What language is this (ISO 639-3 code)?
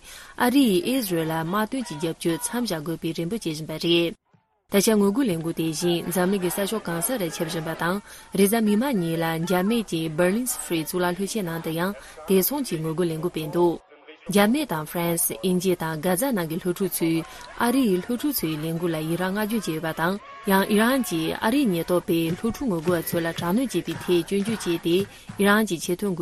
bod